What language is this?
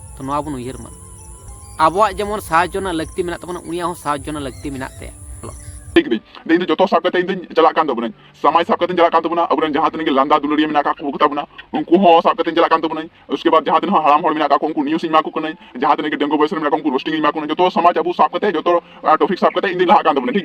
Santali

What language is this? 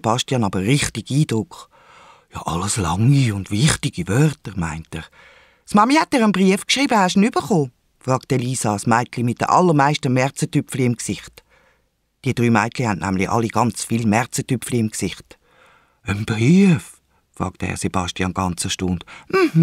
Swiss German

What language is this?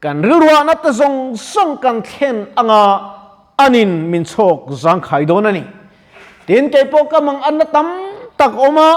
Mizo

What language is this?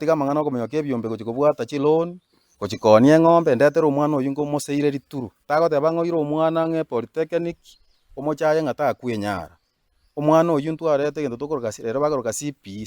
Gusii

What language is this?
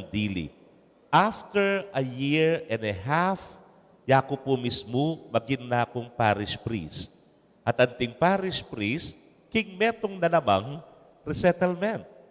Pampanga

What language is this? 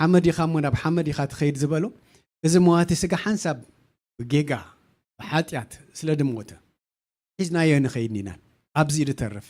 Tigrinya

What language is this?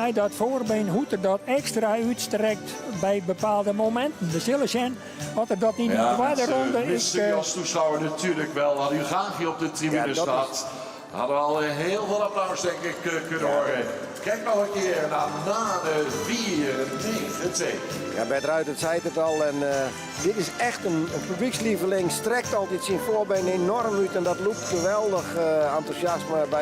Western Frisian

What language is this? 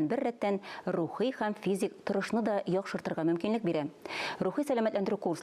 Tatar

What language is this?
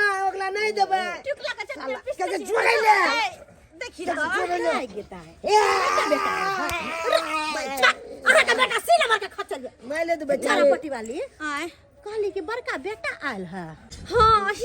Maithili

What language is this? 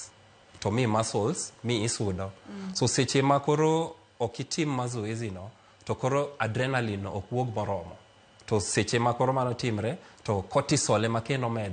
Luo (Kenya and Tanzania)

